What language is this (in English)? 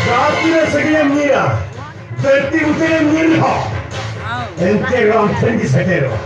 Santali